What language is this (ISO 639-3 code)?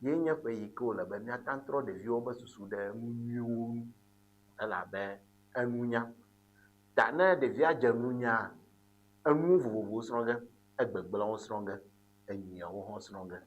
ewe